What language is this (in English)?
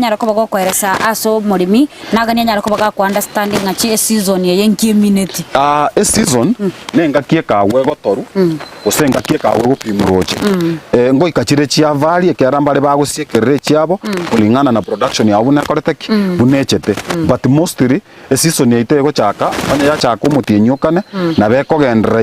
Gusii